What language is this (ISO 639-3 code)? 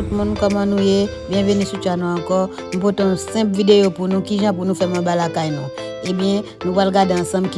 hat